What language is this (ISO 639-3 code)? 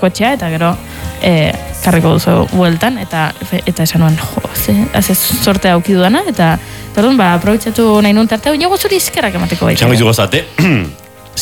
eus